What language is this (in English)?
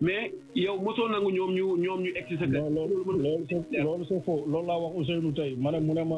Wolof